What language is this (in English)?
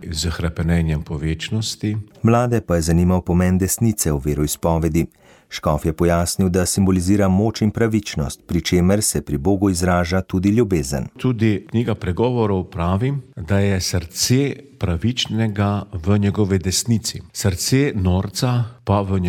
Slovenian